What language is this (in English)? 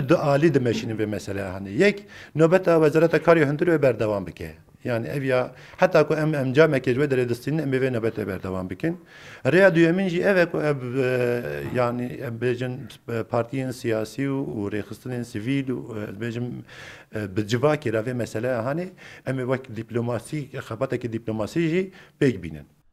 Kurdish